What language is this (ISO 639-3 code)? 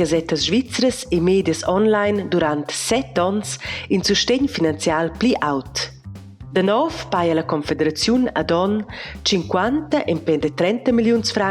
roh